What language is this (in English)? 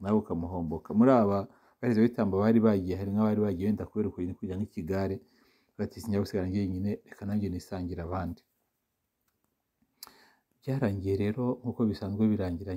Kinyarwanda